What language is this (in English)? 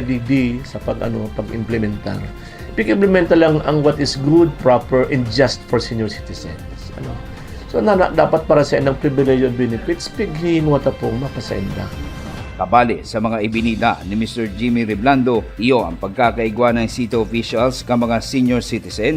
Bikol